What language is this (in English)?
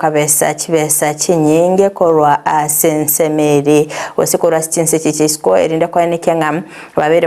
Gusii